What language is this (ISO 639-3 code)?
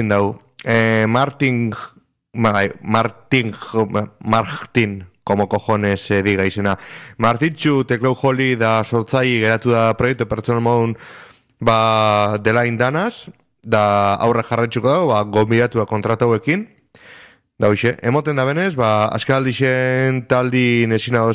eus